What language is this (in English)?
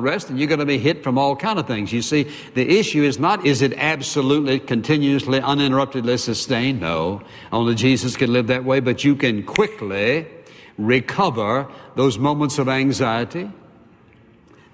English